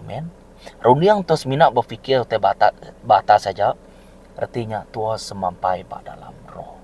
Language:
Iban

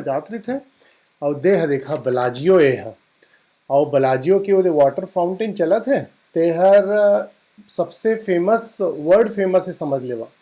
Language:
Chhattisgarhi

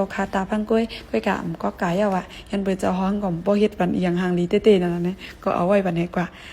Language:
Shan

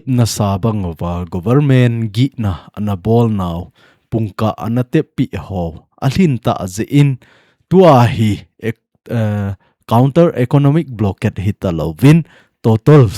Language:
Thado Chin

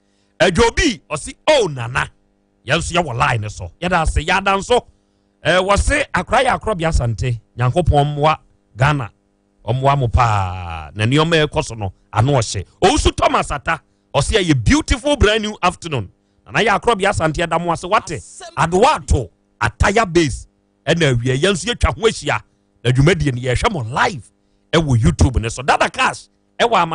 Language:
Akan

